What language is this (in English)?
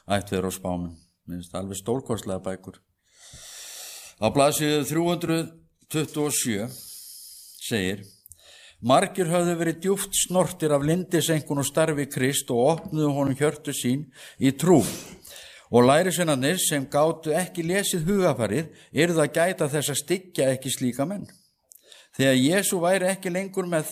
Icelandic